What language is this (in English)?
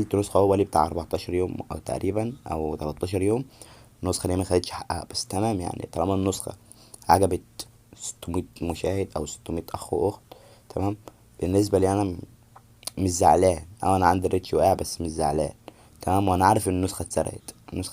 Egyptian Arabic